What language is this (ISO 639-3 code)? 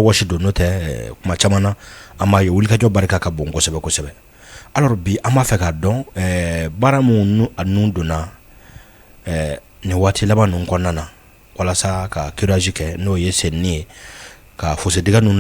bam